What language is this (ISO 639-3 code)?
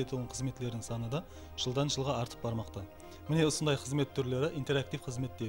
kaa